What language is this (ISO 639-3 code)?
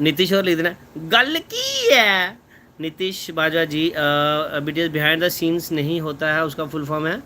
doi